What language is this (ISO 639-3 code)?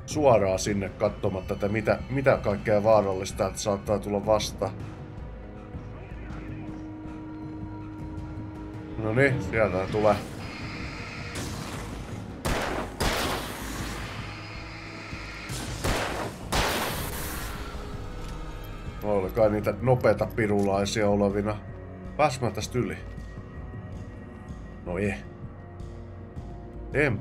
fin